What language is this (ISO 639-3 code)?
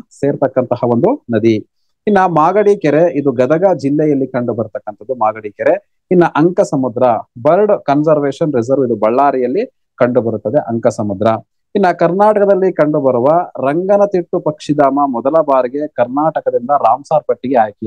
kan